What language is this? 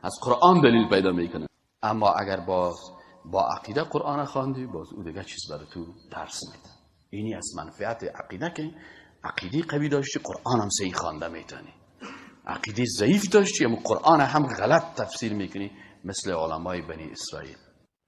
Persian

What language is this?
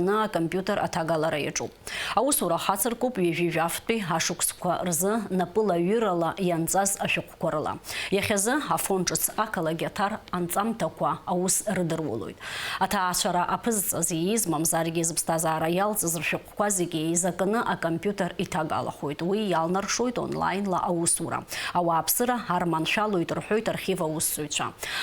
Abkhazian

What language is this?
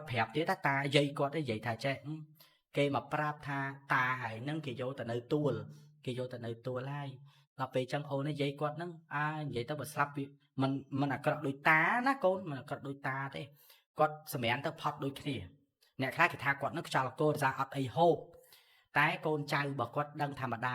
Khmer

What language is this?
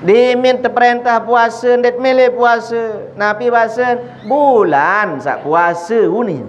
Sasak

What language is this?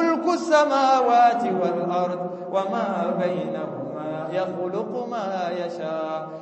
Bambara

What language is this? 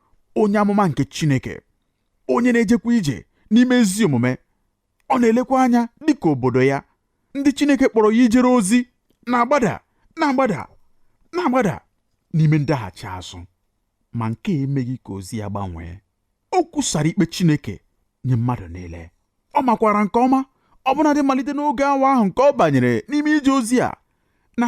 Igbo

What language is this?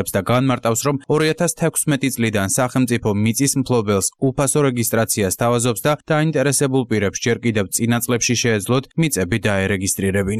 Georgian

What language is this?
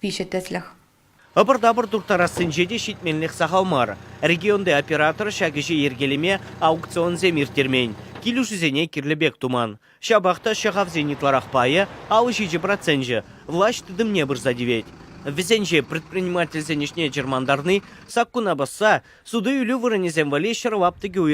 Chuvash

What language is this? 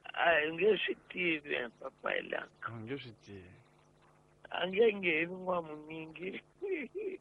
Tsonga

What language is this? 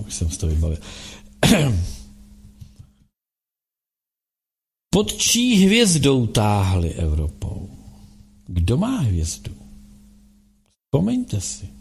Czech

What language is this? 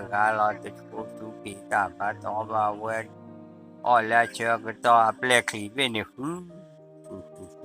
S'gaw Karen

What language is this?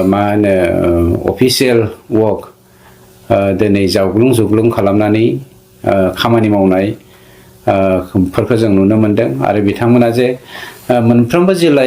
Bodo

